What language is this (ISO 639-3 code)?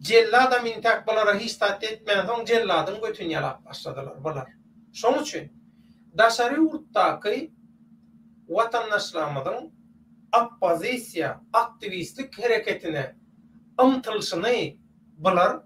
tuk